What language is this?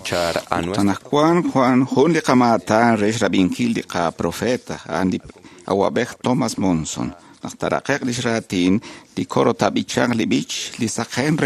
Kekchí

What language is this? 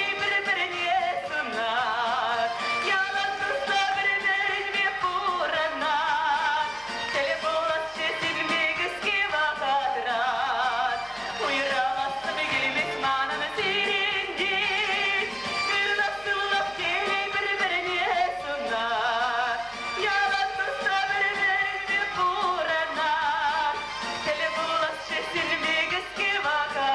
Chuvash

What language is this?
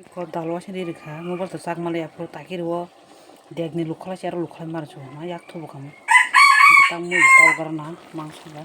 Kok Borok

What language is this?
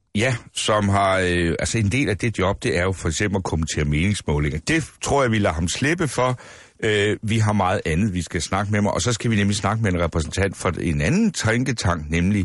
Danish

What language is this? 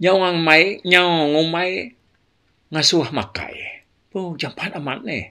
Iban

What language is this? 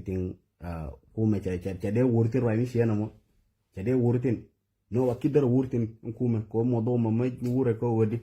Nuer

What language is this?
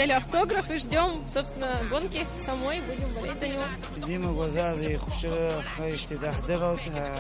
Abkhazian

